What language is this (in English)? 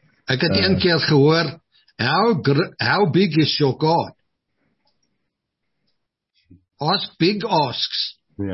Afrikaans